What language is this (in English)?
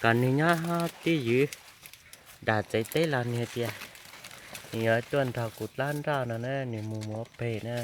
Hmong